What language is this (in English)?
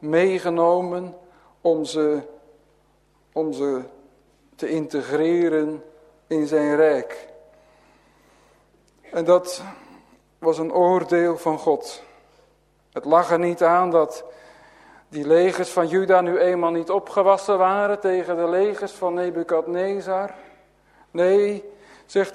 Dutch